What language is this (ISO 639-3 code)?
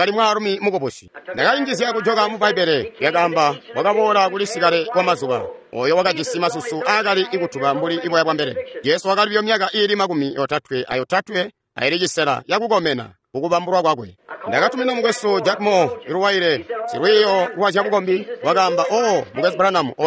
toi